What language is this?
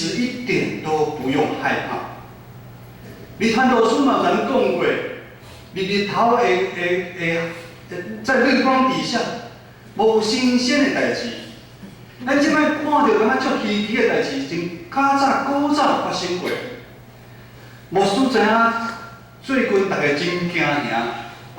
Min Nan Chinese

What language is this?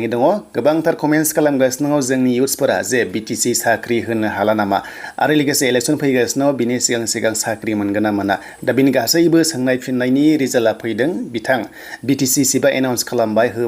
Bodo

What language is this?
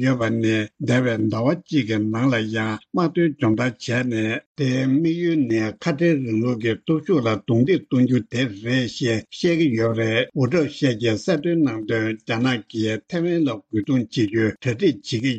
Tibetan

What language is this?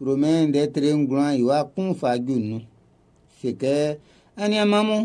Baoulé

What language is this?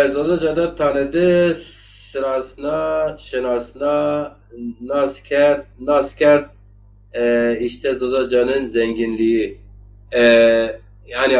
Zaza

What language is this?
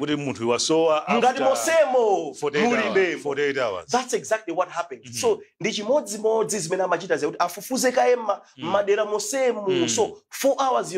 Nyanja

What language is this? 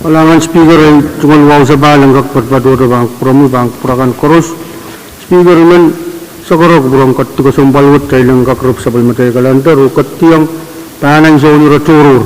Pohnpeian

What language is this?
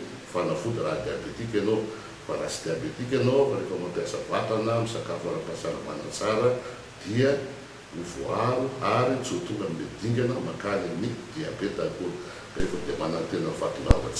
Malagasy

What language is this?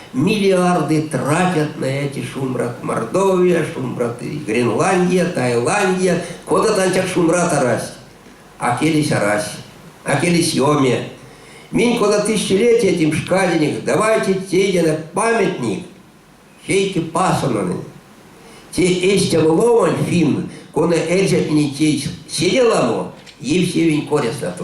Erzya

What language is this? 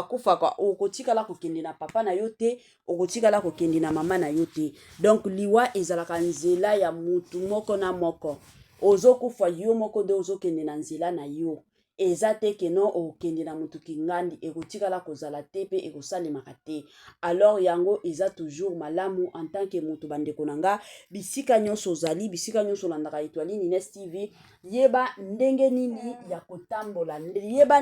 Lingala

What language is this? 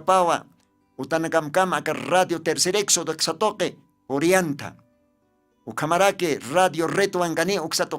Aymara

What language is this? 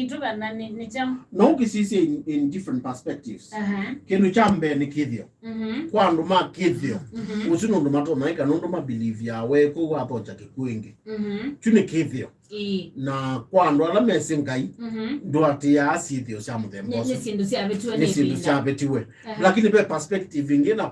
Kamba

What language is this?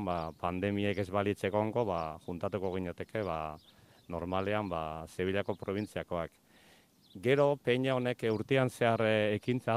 Basque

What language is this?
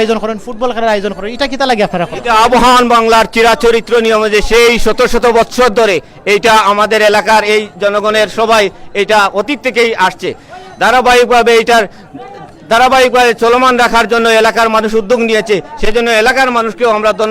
Sylheti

